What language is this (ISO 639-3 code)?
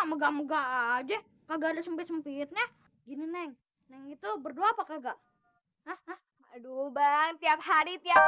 bew